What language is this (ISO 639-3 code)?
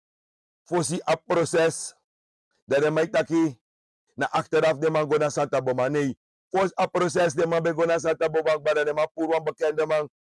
srn